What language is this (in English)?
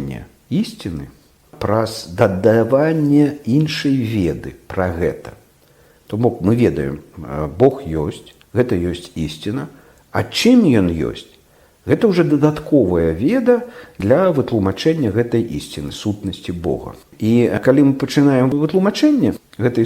Belarusian